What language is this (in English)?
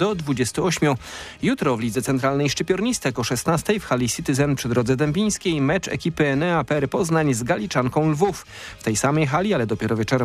Polish